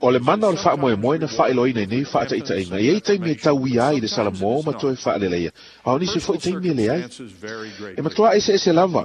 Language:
Samoan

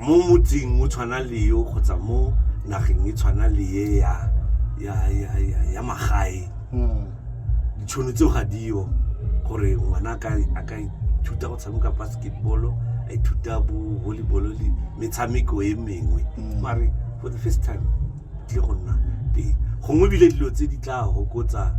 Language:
Tswana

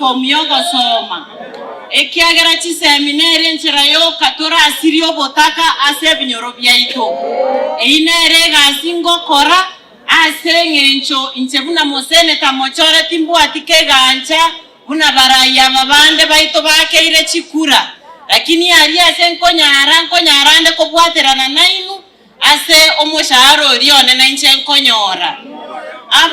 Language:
Gusii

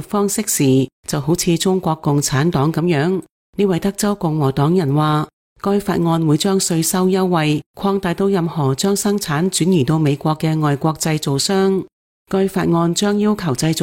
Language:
Cantonese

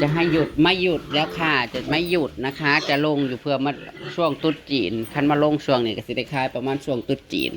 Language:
Northeastern Thai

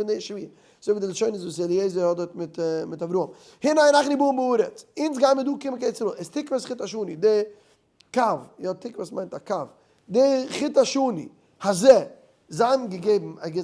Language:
Yiddish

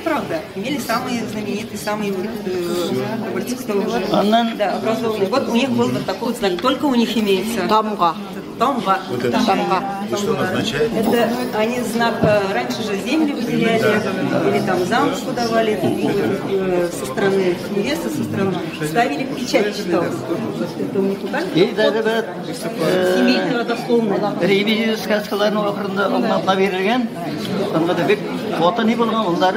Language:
Tatar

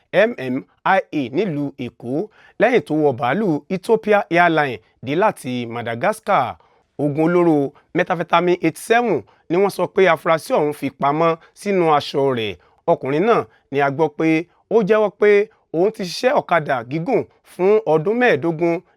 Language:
Yoruba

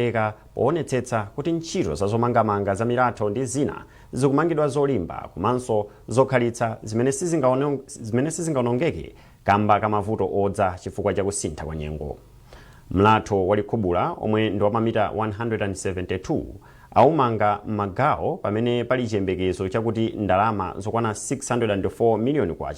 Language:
Nyanja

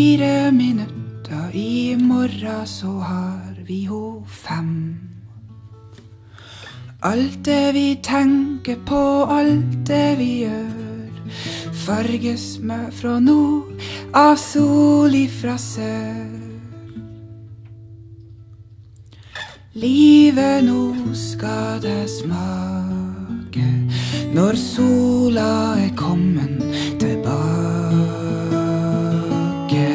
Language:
Norwegian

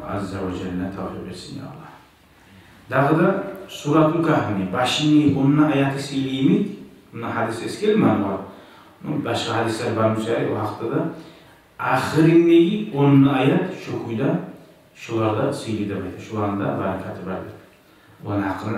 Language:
Kumyk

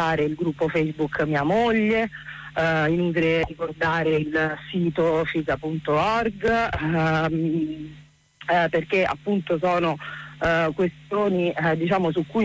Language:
Italian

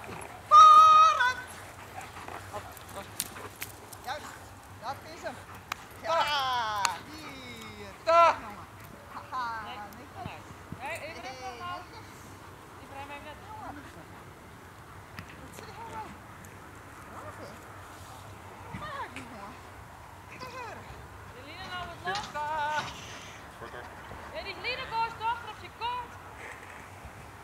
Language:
Dutch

